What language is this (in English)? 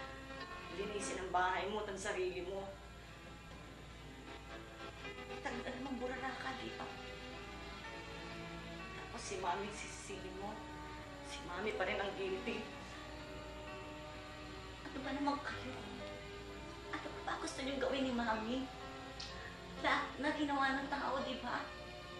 Filipino